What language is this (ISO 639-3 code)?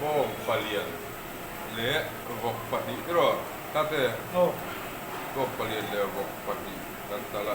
lus